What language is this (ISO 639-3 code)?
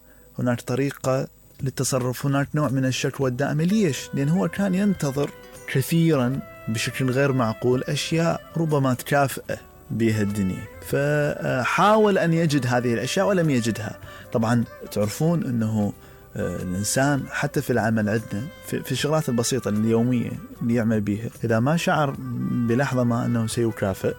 acm